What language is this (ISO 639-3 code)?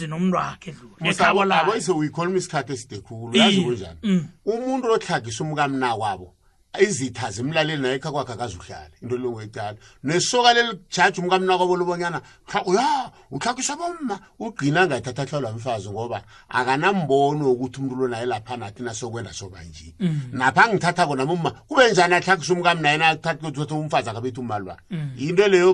nbl